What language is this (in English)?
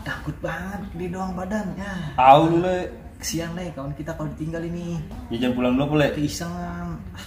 Betawi